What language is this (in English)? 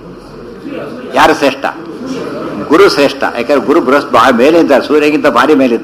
Kannada